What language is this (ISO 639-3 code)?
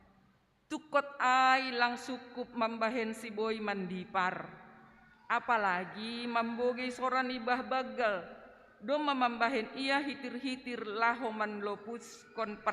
bts